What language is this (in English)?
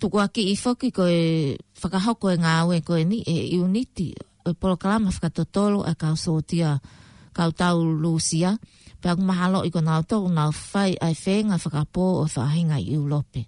Tongan